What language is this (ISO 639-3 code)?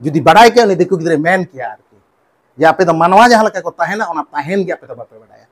sat